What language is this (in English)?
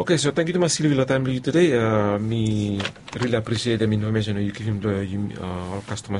Bislama